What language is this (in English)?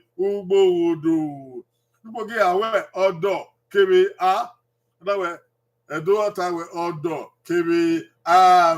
Bini